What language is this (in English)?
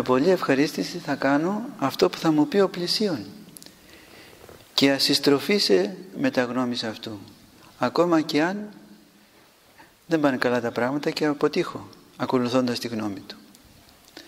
Greek